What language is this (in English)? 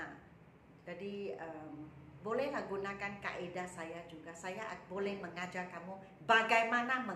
Malay